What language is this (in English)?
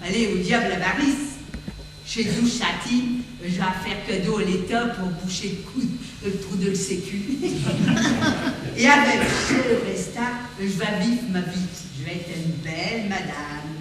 Picard